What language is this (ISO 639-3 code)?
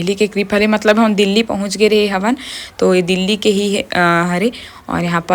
hne